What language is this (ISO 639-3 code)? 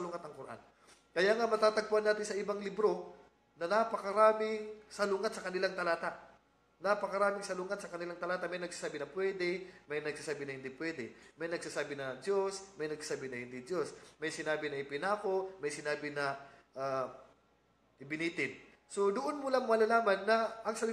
fil